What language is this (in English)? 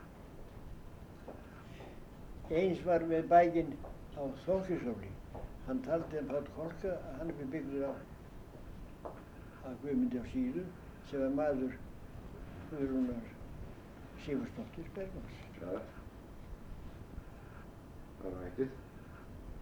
Icelandic